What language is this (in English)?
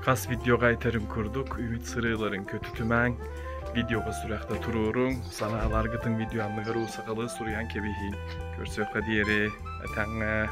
Yakut